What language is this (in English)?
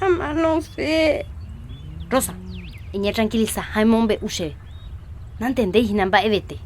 Guarani